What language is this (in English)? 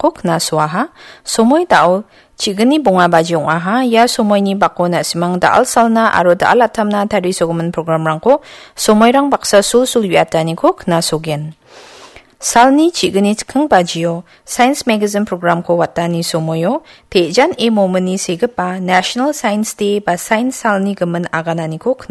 Garo